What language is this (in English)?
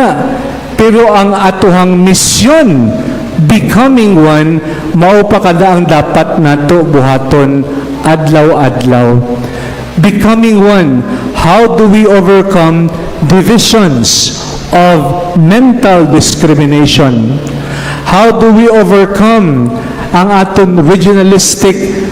Cebuano